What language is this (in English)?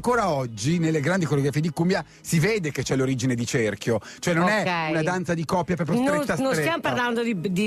Italian